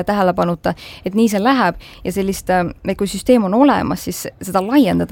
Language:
Estonian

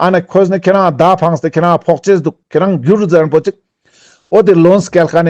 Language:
Ladakhi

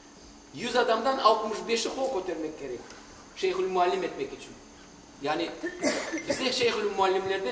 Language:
Crimean Tatar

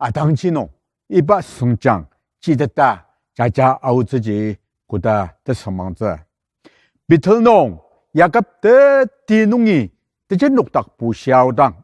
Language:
Ao Naga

